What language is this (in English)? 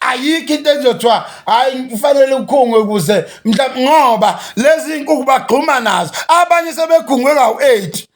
Zulu